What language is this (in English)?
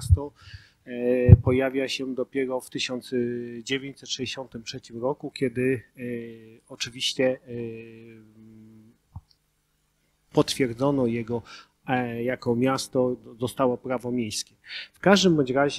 Polish